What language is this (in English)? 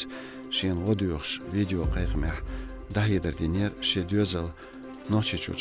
Chechen